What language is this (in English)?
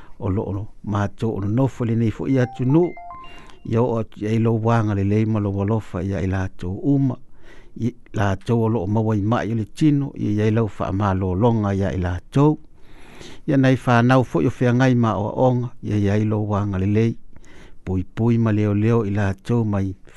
Samoan